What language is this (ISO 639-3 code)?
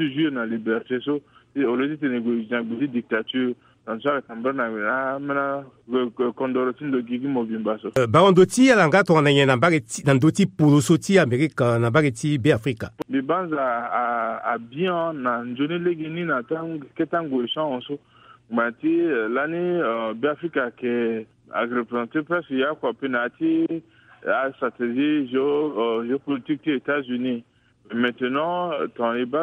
sag